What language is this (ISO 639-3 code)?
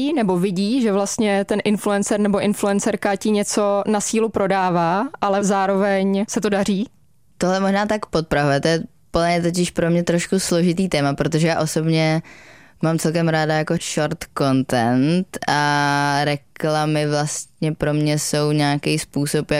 ces